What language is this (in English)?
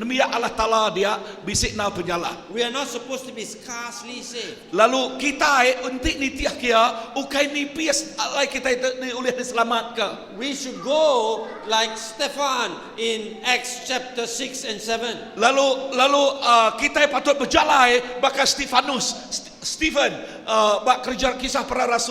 Iban